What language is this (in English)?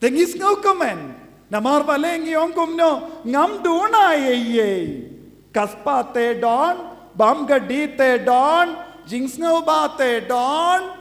Khasi